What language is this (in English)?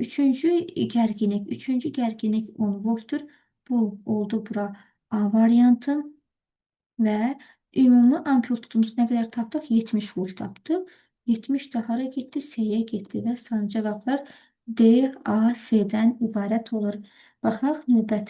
Azerbaijani